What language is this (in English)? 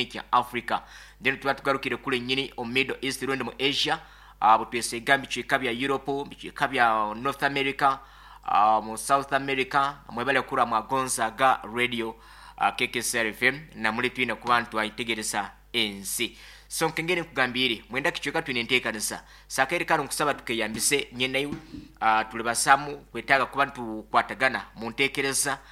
Nyankole